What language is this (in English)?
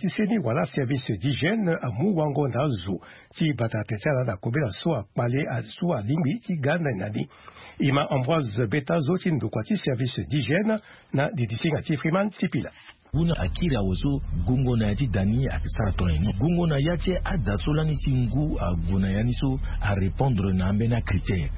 Sango